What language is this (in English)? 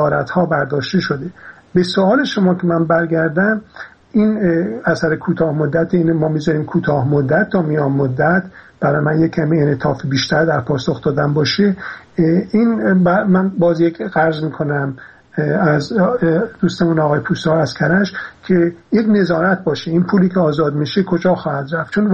Persian